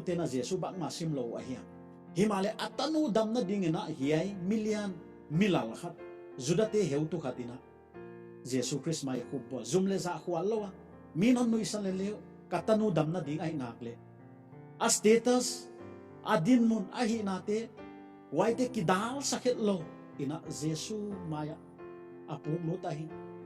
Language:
Paite Chin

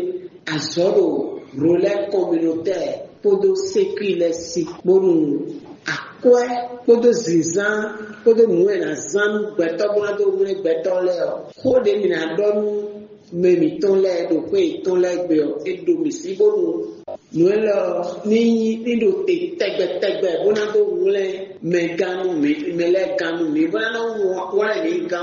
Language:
Fon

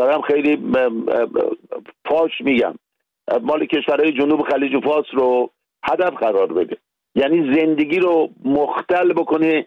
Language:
Persian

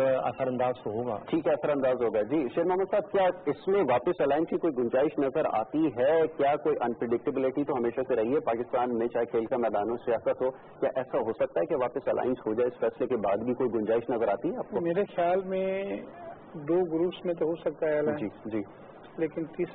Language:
Urdu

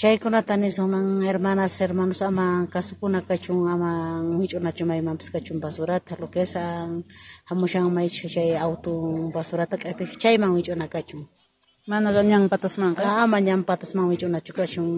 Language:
South Bolivian Quechua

